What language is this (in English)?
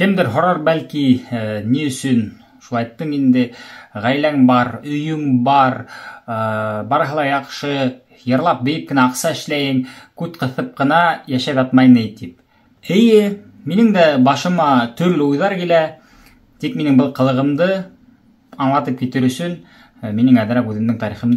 Bashkir